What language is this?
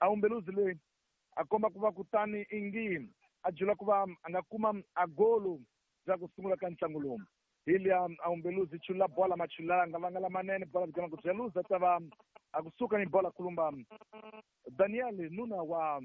Tsonga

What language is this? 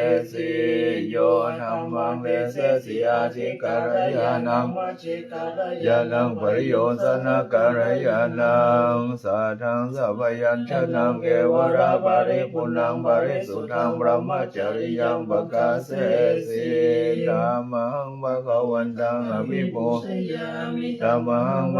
Pali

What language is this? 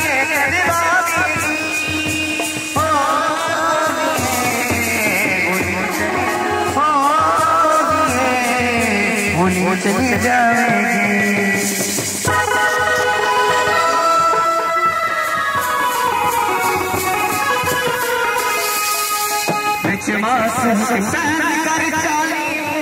Hindi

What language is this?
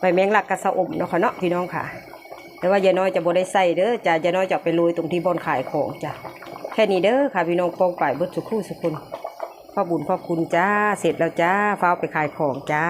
Northeastern Thai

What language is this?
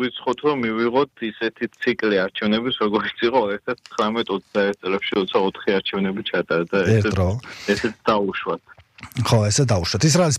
Georgian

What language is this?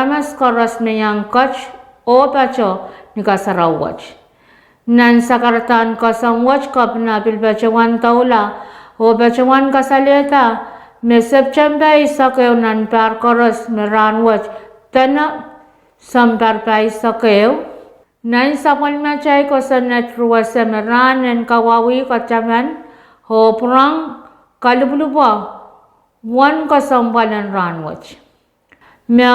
Pohnpeian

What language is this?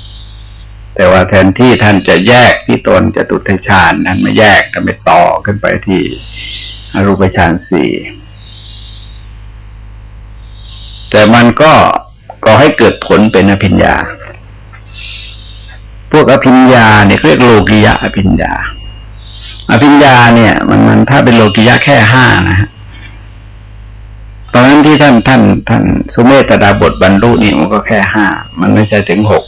Thai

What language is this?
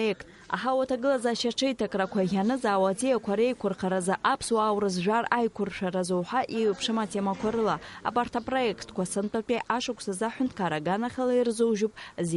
Abkhazian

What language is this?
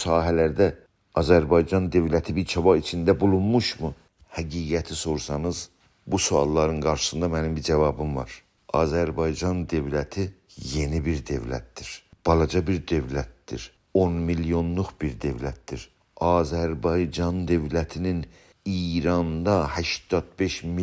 South Azerbaijani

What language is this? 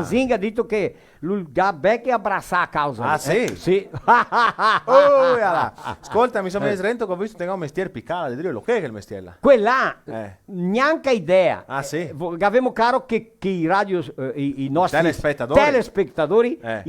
Venetian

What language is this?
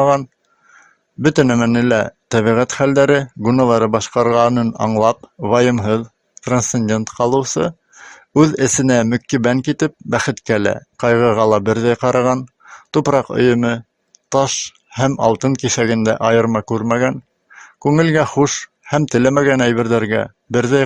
Bashkir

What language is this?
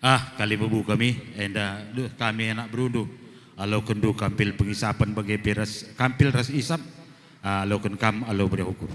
Batak Karo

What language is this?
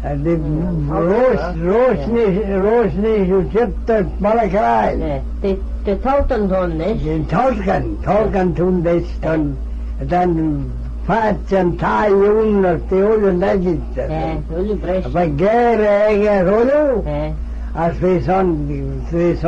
Manx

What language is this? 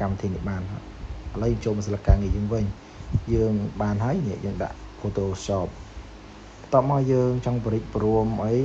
Khmer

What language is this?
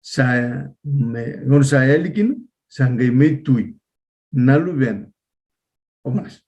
Fijian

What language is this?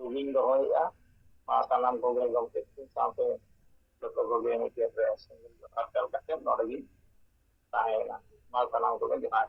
Santali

